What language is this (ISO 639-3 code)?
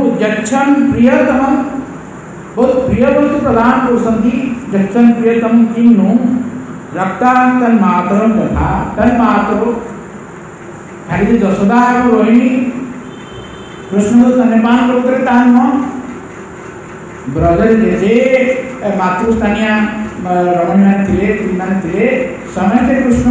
ori